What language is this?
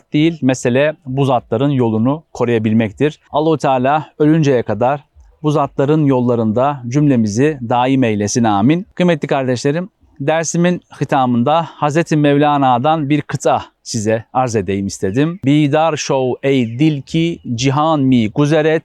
Turkish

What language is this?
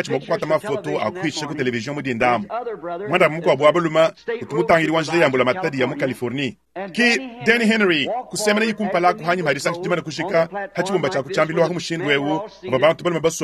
Luba-Lulua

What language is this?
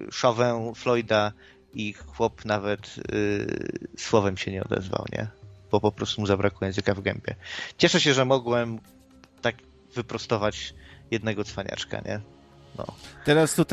Polish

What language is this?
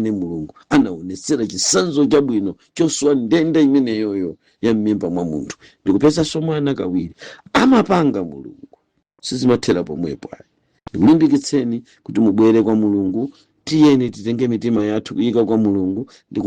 Nyanja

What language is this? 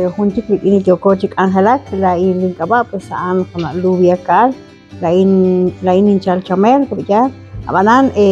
Kekchí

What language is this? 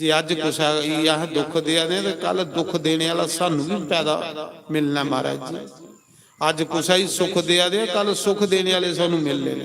Dogri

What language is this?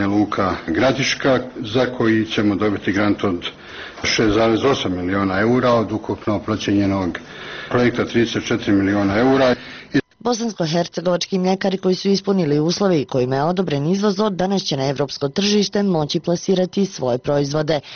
Bosnian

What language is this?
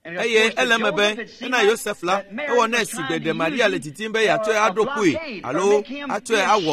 Ewe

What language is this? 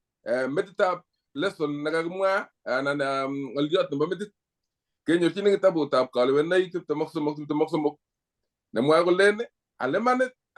Kalenjin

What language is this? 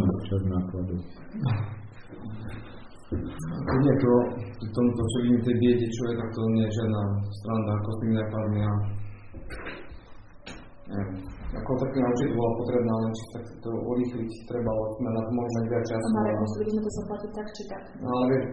Slovak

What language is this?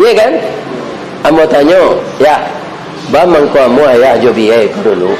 Minangkabau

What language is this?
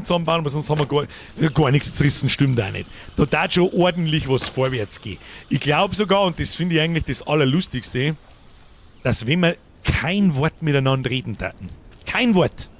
Bavarian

